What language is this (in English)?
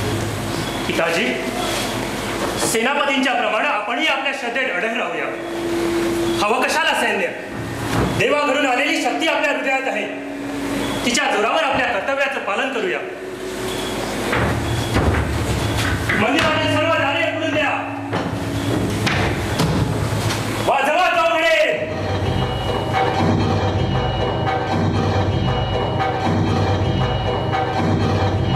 Marathi